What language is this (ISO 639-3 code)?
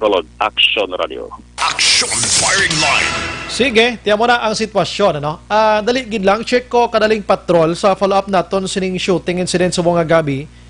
hil